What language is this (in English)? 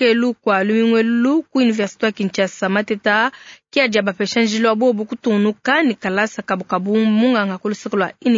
Luba-Lulua